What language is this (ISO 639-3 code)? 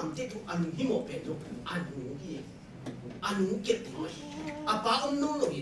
ctd